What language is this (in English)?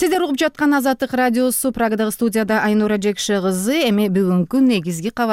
Kyrgyz